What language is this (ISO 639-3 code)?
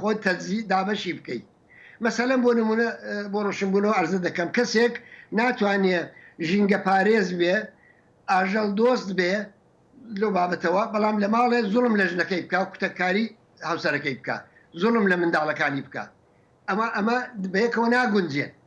ckb